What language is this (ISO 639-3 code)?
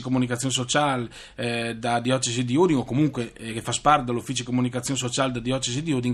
fur